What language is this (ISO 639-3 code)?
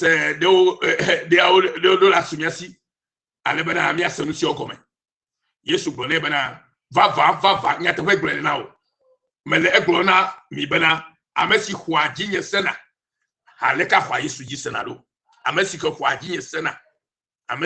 ewe